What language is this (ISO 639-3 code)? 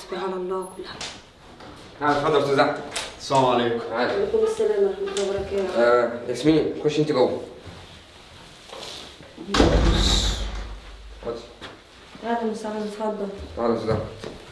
arz